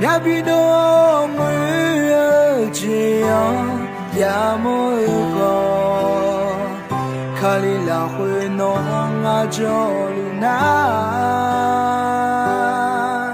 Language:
Akha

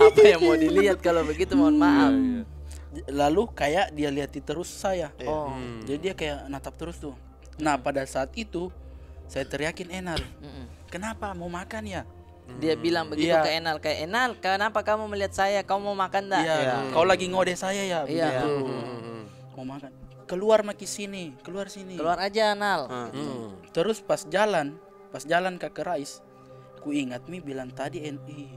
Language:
Makassar Malay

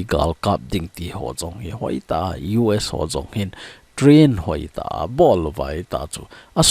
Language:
Thado Chin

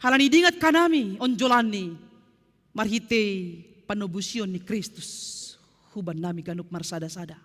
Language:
Batak Simalungun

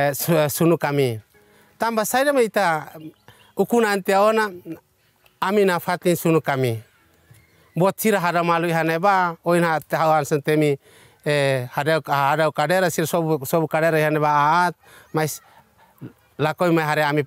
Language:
Tetum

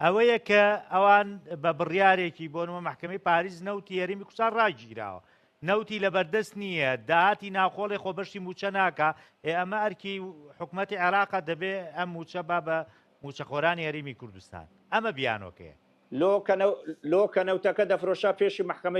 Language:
Central Kurdish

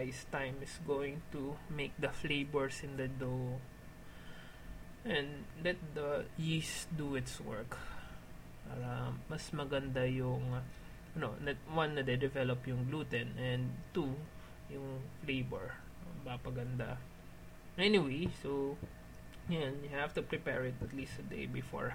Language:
Filipino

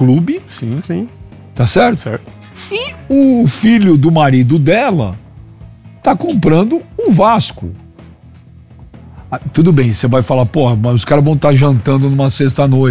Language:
Portuguese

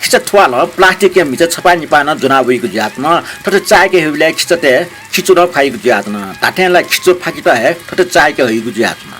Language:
Newari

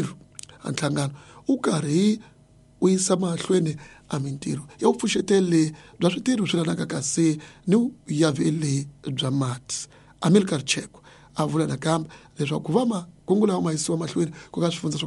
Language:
Tsonga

